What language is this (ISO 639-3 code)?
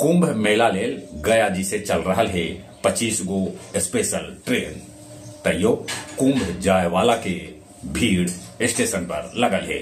mag